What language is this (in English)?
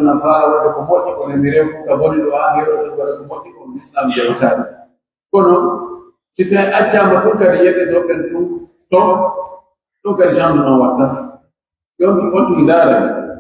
Pular